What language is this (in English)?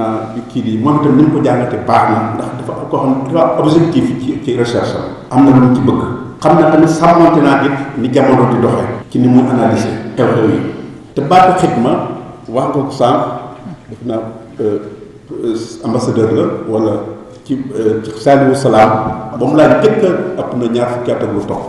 Wolof